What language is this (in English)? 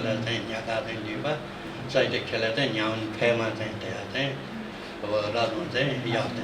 Newari